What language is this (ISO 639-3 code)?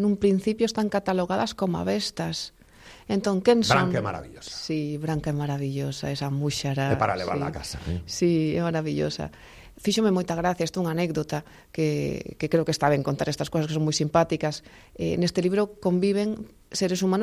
glg